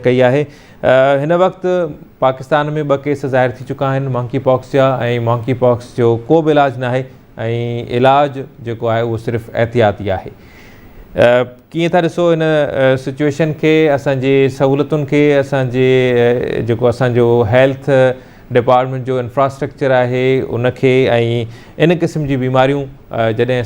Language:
Sindhi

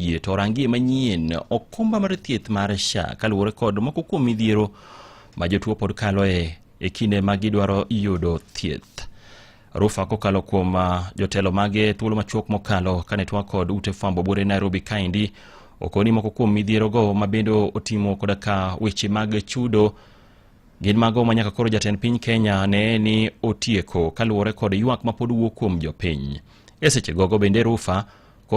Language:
Luo (Kenya and Tanzania)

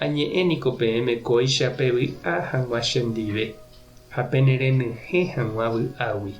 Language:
Guarani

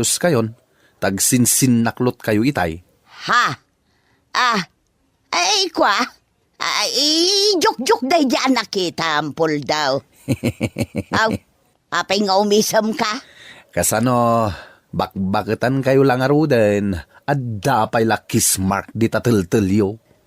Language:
Iloko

